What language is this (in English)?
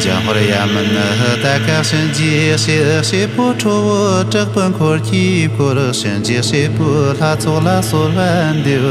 Tibetan